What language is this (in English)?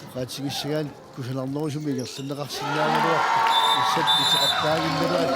Kalaallisut